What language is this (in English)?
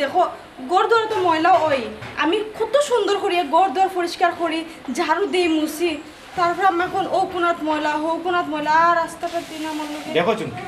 Sylheti